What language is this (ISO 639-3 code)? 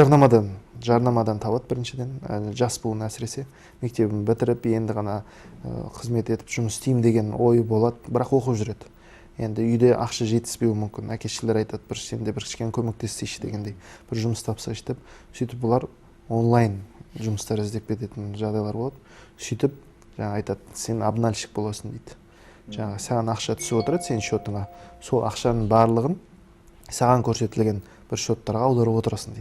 kaz